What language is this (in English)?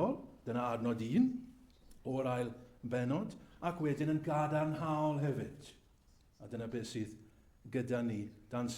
Welsh